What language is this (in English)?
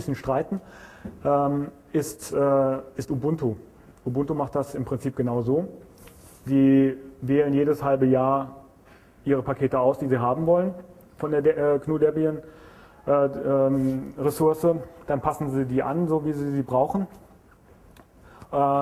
German